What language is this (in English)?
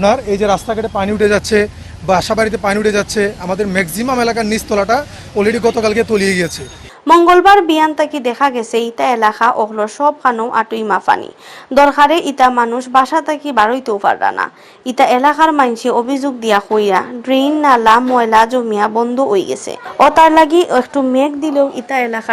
Sylheti